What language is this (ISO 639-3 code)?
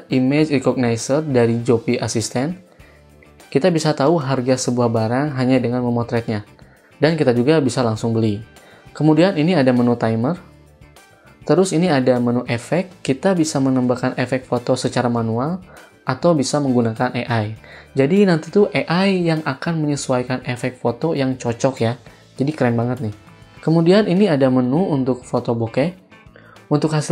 ind